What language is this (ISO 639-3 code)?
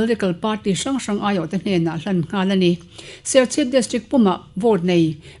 lus